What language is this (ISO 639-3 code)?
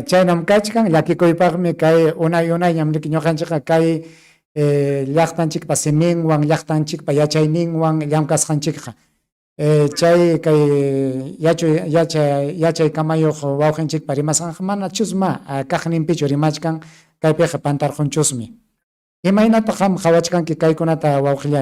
quy